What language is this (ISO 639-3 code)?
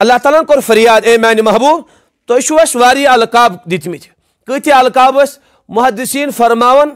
kas